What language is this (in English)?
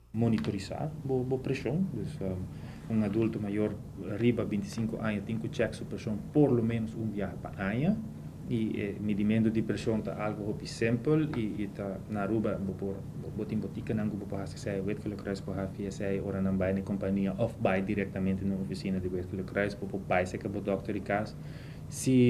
Papiamento